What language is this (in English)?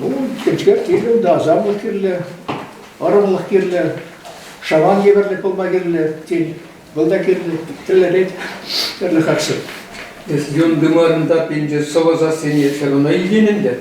Chuvash